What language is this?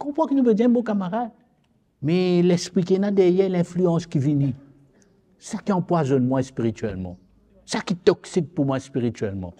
Morisyen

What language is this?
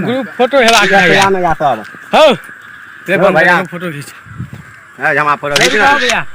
Maithili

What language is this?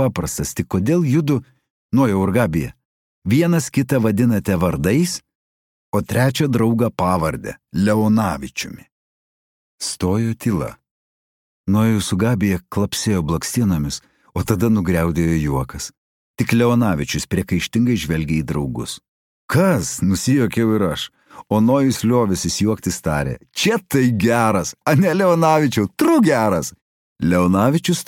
Lithuanian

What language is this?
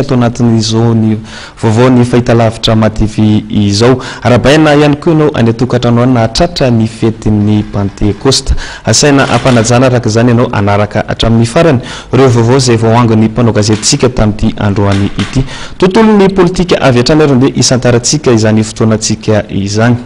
Malagasy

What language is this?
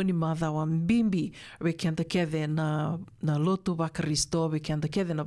Fijian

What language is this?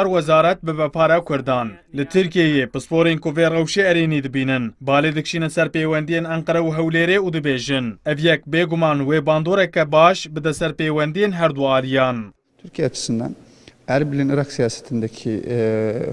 Kurdish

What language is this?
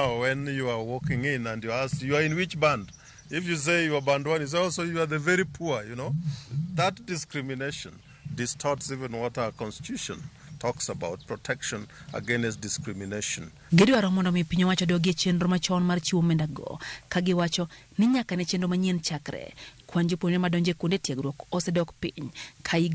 Luo (Kenya and Tanzania)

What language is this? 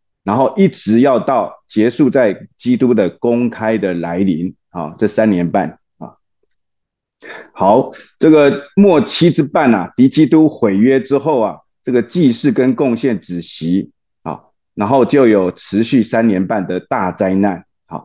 Chinese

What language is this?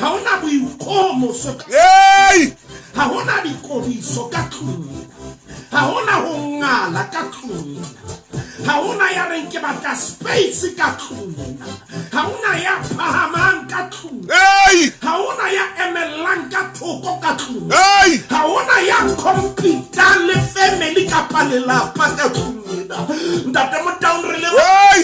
Southern Sotho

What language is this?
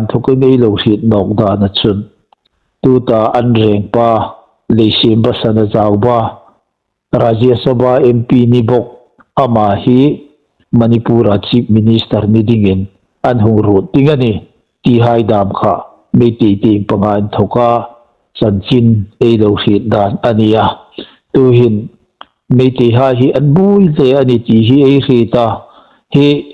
Hmar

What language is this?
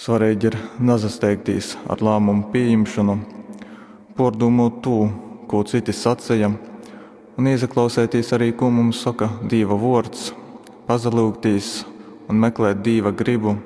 Latgalian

